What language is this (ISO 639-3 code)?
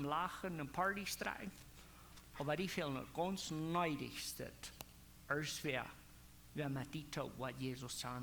pdt